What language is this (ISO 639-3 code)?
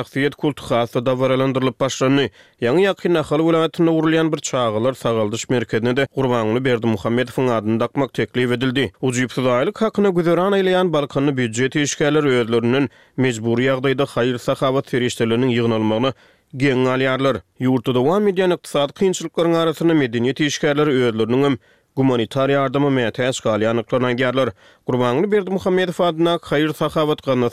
tuk